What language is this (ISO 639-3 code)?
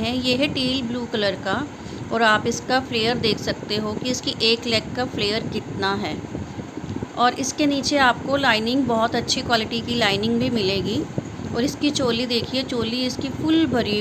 hin